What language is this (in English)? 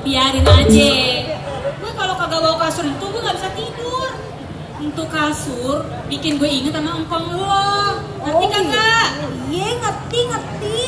Betawi